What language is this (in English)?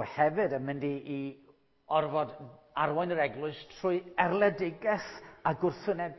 Welsh